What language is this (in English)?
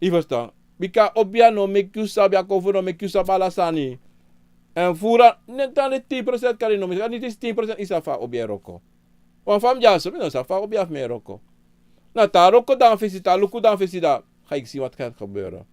Sranan Tongo